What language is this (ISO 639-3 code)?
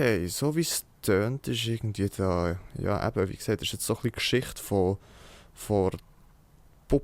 gsw